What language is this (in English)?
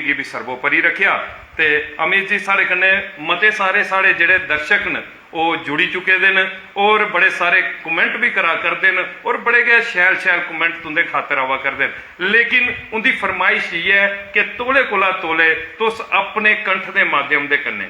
Dogri